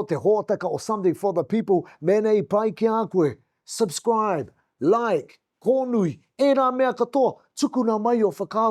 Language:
Māori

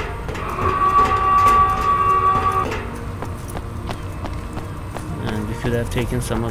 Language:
English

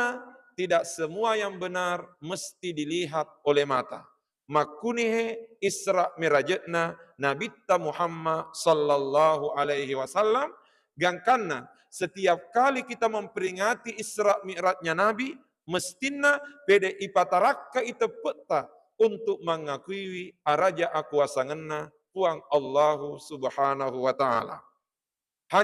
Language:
Buginese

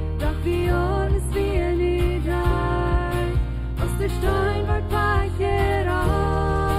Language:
Plautdietsch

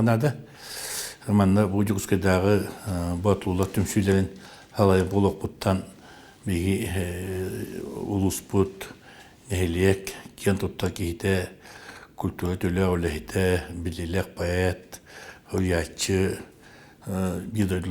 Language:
Yakut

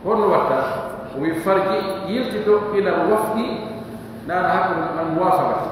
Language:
Pular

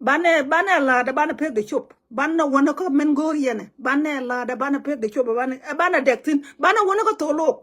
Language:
Nuer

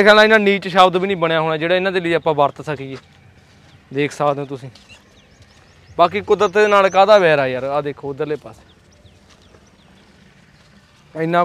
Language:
Punjabi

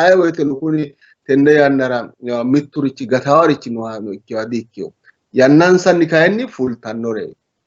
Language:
Sidamo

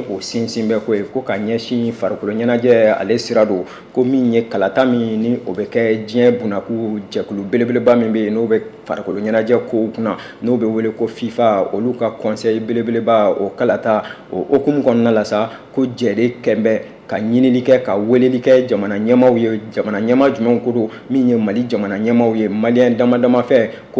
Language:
Bambara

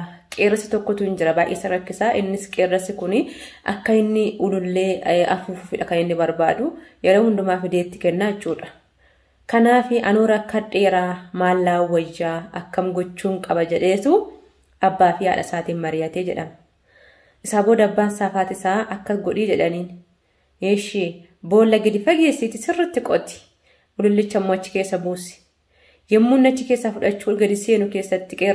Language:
Oromo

